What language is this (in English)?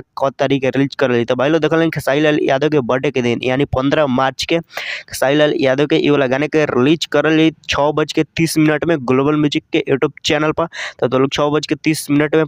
Bhojpuri